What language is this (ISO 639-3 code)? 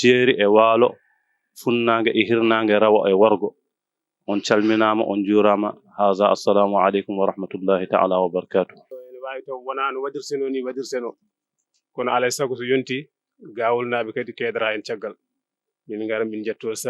ful